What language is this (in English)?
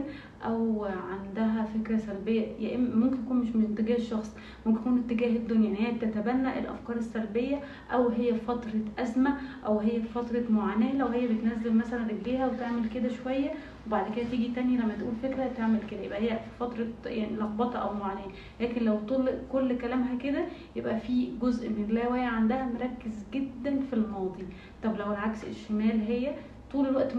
Egyptian Arabic